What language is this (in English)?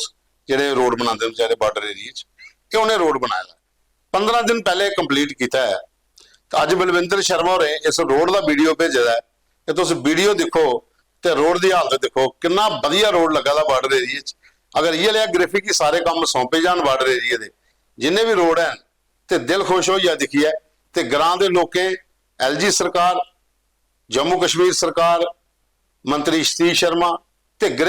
Dogri